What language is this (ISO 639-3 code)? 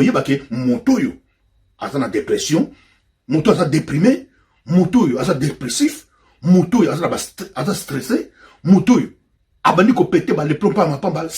lin